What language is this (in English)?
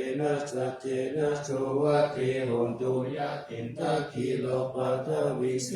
Pali